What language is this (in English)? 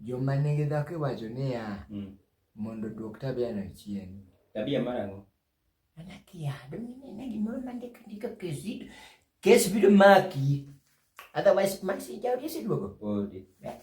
Luo (Kenya and Tanzania)